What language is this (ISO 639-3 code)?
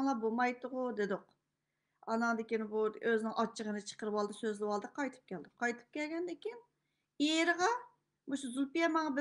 uig